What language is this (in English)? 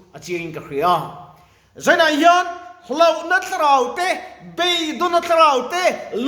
Mizo